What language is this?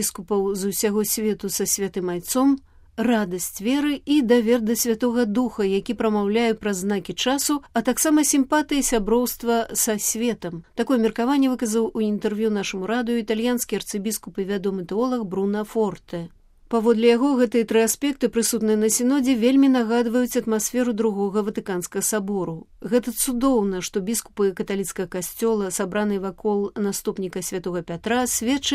Belarusian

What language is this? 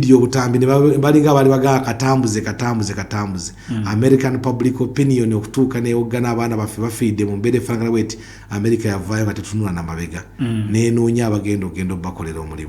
Ganda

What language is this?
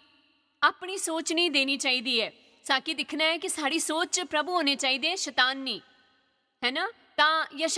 Dogri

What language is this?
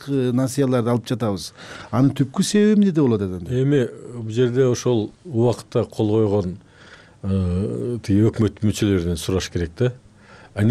Kyrgyz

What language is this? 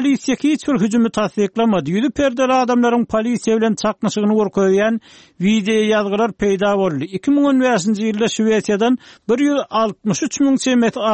Turkmen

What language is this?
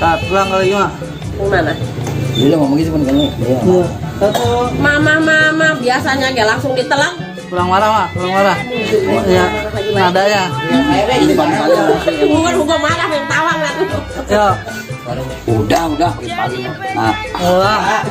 Betawi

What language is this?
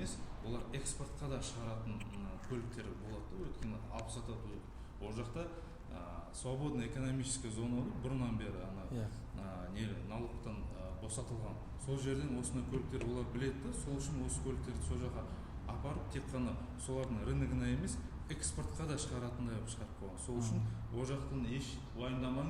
Kazakh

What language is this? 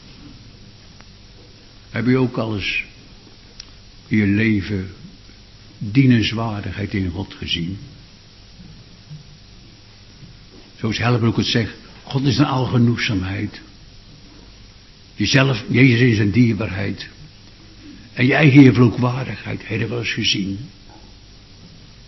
Dutch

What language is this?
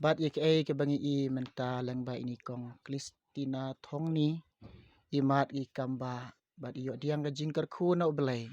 Khasi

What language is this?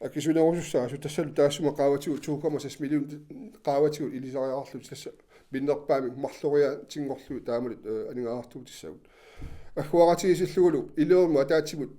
Kalaallisut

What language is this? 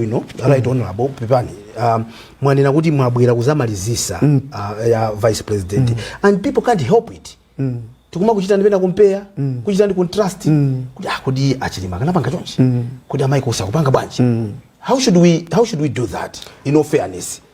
Nyanja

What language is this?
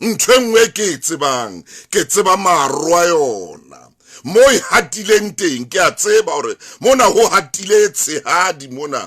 Southern Sotho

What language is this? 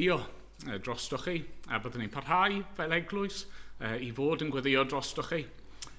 Welsh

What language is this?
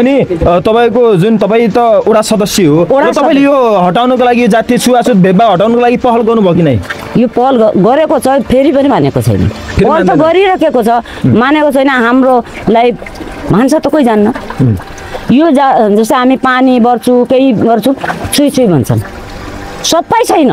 Nepali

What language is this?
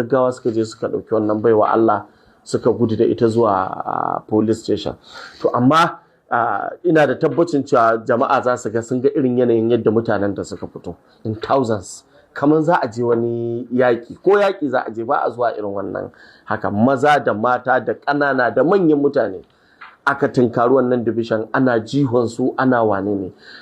Hausa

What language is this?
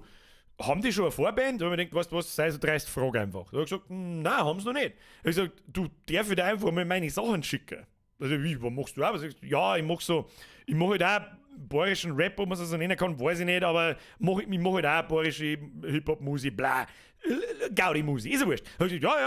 Bavarian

